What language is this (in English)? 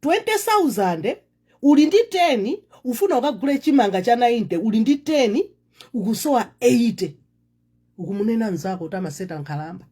Nyanja